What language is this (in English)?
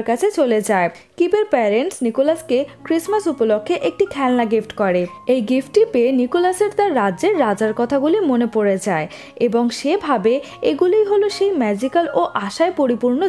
Bangla